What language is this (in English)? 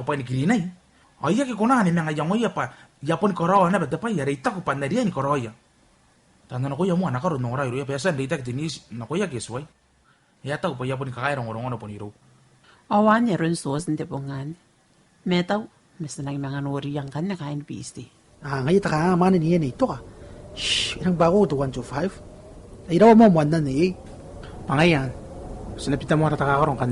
Gilbertese